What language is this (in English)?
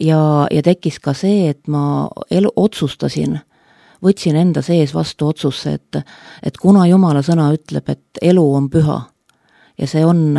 Estonian